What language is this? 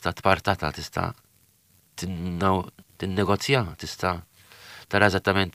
Maltese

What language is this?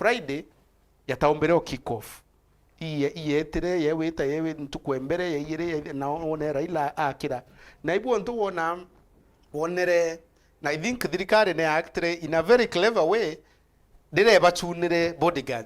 Meru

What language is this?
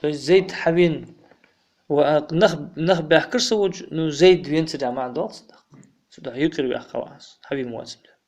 Ingush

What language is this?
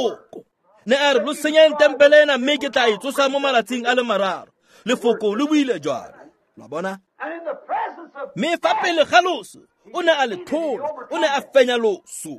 Tswana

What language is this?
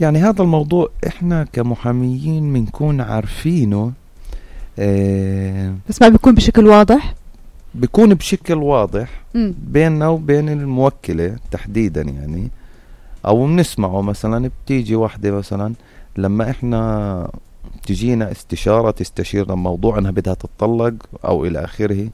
North Levantine Arabic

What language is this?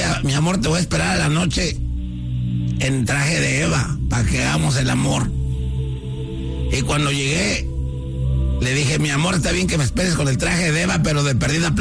Spanish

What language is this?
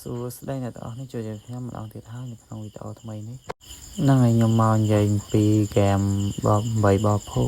Khmer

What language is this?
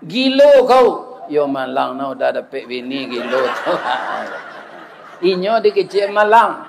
Minangkabau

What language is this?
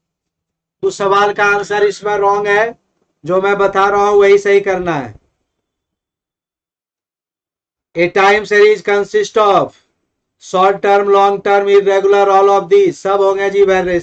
Hindi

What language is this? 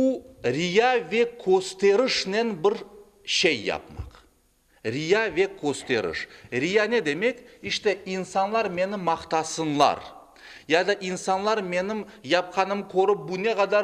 Crimean Tatar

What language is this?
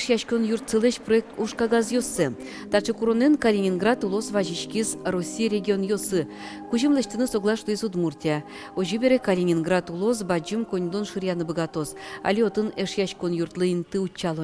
Udmurt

